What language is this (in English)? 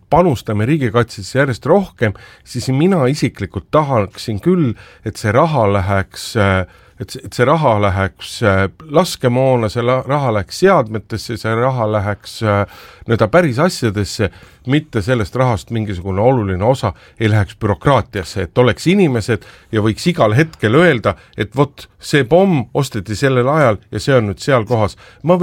Estonian